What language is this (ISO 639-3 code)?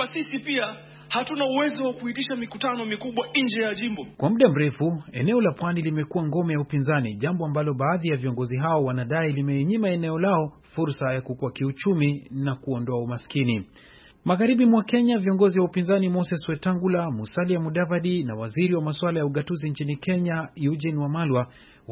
swa